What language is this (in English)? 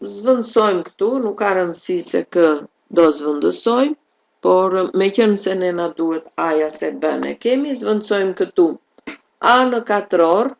Albanian